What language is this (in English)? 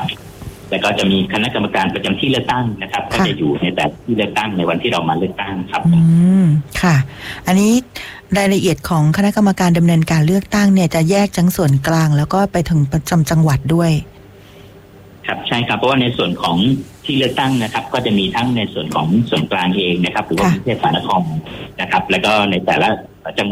Thai